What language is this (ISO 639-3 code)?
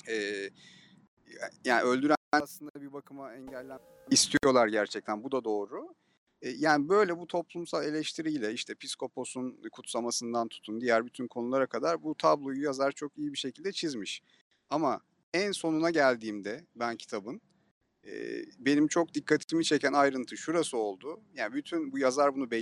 tur